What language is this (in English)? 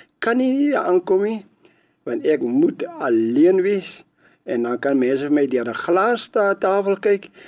Afrikaans